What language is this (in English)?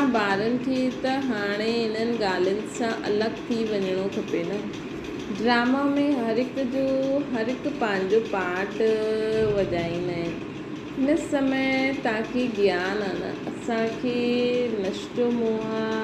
Sindhi